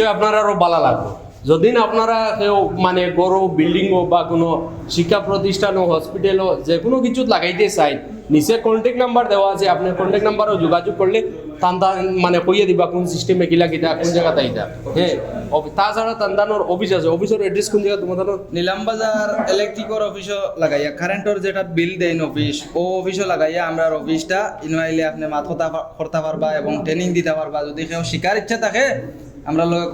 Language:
Sylheti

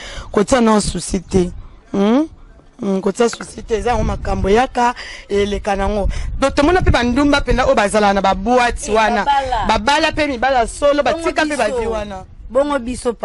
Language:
Lingala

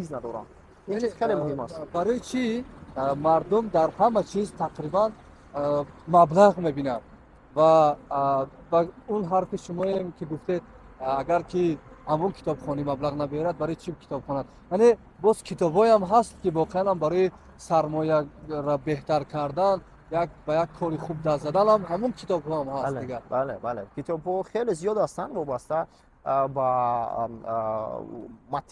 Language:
Tajik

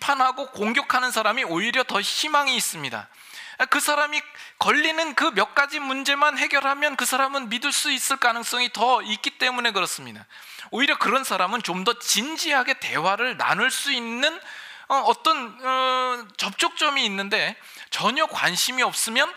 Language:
Korean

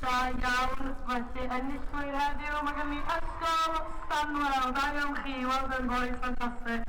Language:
Welsh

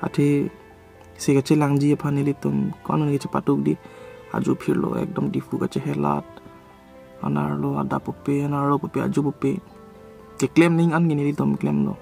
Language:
Karbi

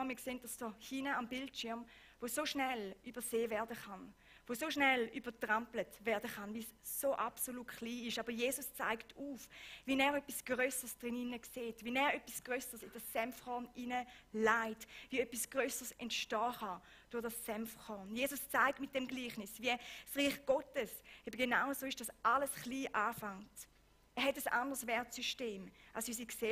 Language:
Swiss German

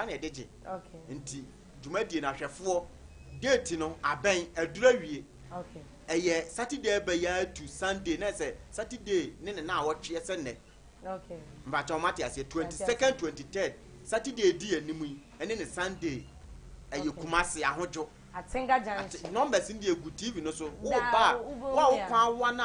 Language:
Akan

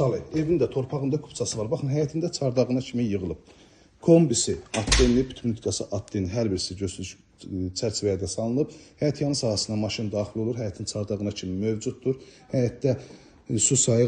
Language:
Azerbaijani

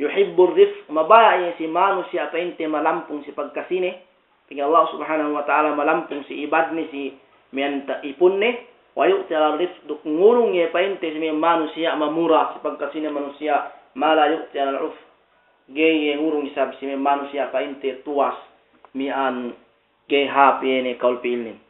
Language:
Yakan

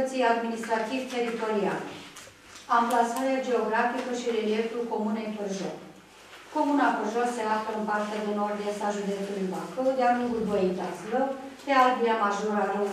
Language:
Romanian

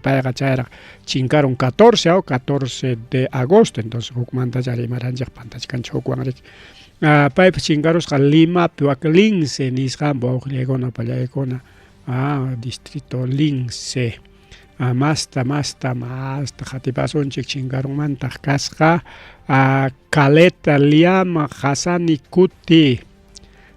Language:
Ayacucho Quechua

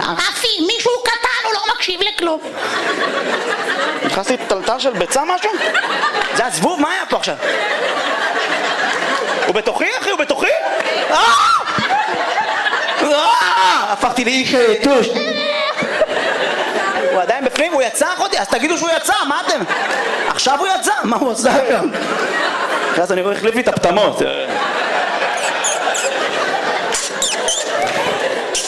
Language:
Hebrew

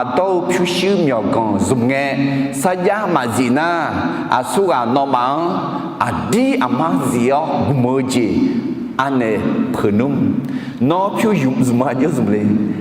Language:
Akha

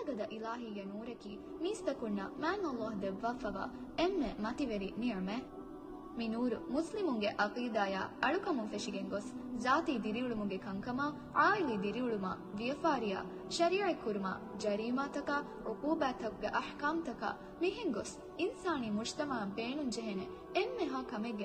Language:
Divehi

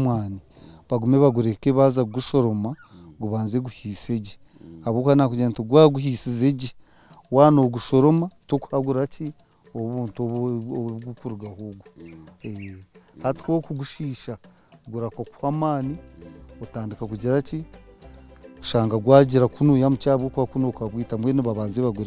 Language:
Nyankole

